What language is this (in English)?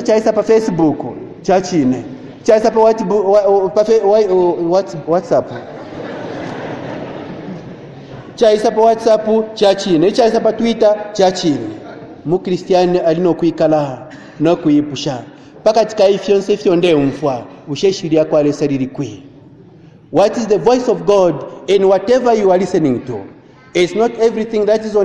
Bemba